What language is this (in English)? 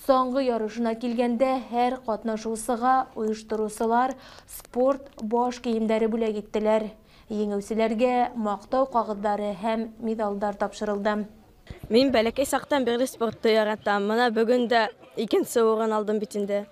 Bashkir